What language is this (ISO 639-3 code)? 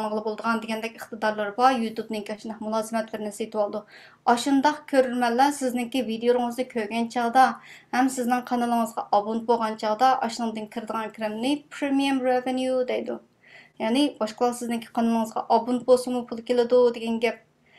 uig